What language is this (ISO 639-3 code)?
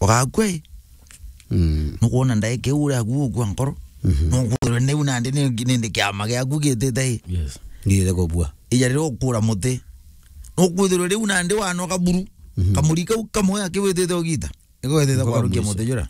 mer